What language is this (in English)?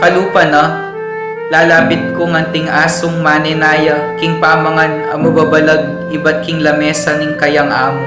Pampanga